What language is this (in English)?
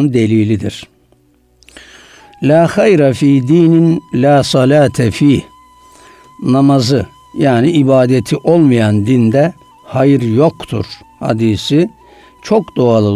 Turkish